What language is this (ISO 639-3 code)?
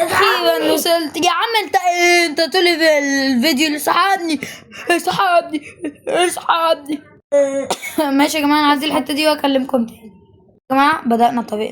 arz